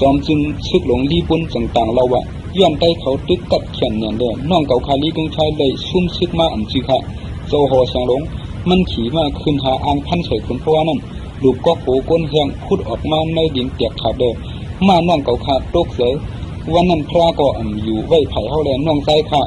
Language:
Shan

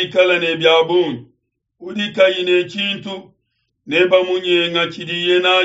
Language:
Luba-Lulua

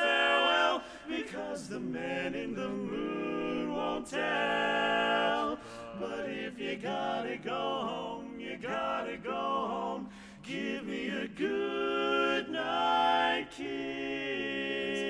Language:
English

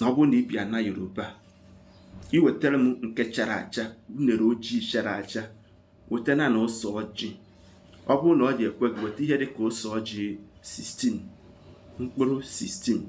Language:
Igbo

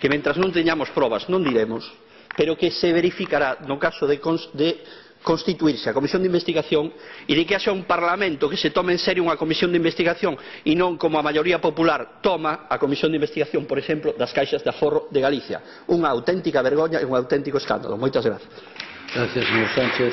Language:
Galician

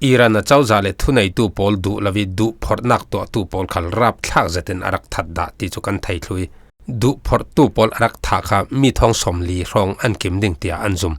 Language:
Falam Chin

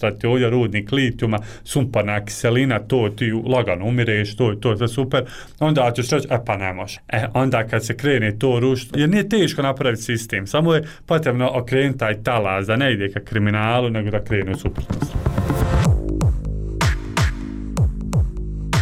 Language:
Bosnian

